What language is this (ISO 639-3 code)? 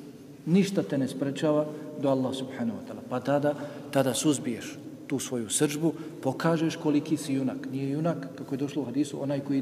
bos